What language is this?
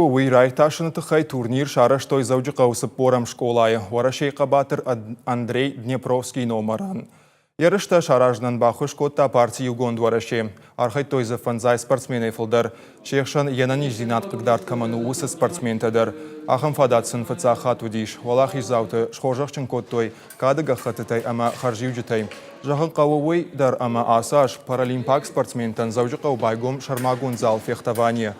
Ossetic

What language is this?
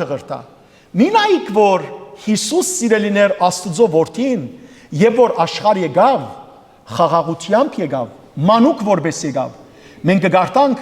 Western Armenian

